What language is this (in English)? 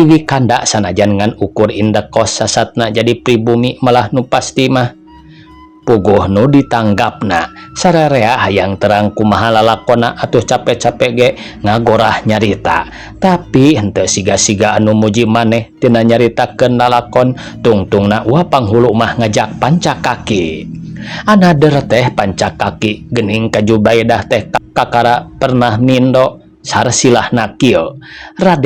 Sundanese